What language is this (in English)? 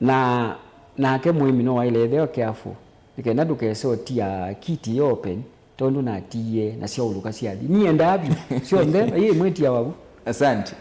Kamba